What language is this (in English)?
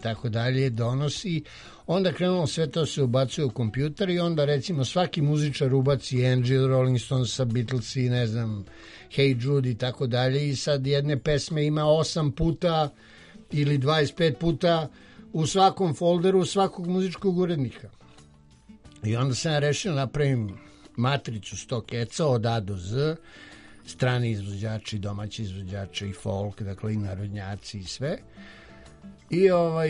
Serbian